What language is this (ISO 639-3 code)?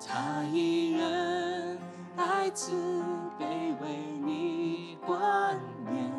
yue